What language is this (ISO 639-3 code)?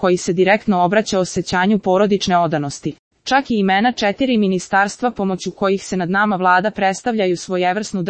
srp